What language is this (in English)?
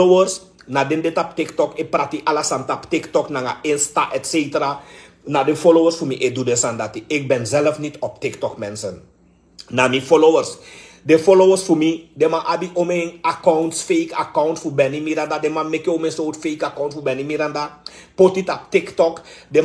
Sranan Tongo